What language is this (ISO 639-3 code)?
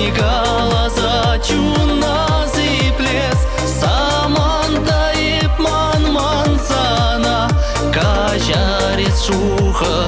chv